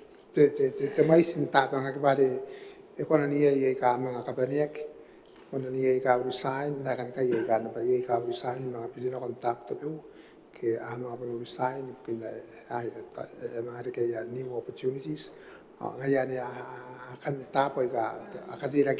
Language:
Gilbertese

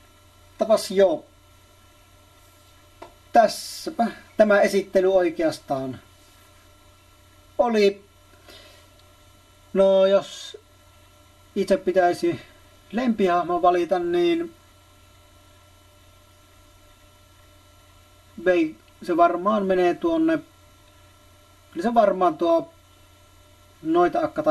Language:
Finnish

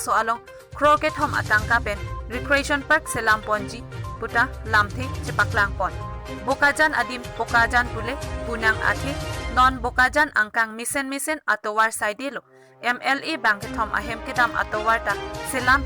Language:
Karbi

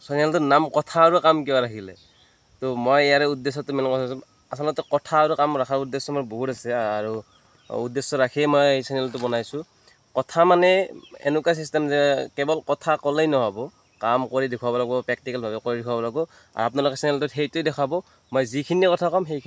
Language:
Assamese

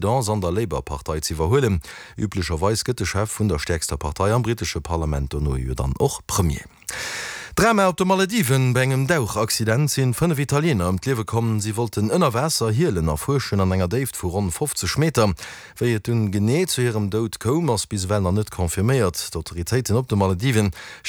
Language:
Luxembourgish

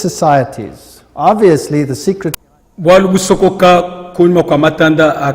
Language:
Luba-Lulua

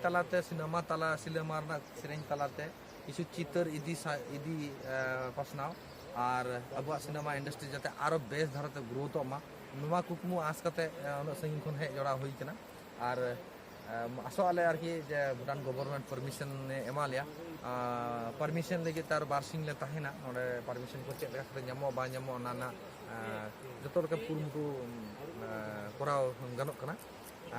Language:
Santali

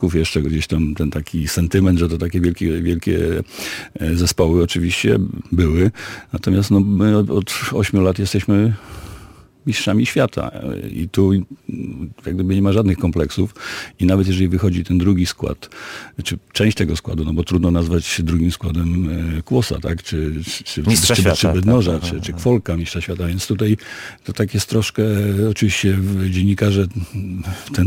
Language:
Polish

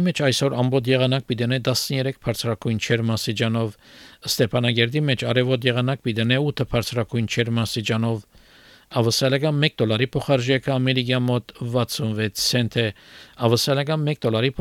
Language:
Armenian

